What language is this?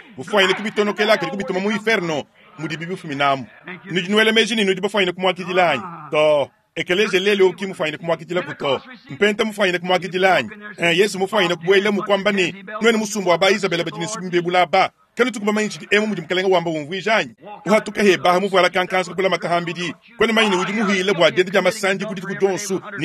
Luba-Lulua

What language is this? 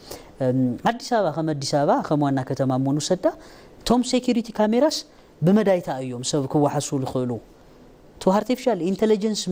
Tigrinya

